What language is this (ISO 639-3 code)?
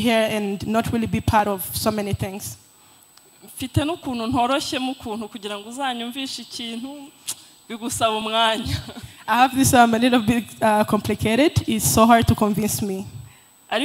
kin